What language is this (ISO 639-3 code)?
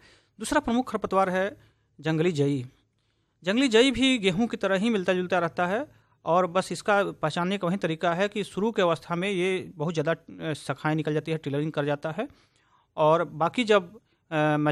hin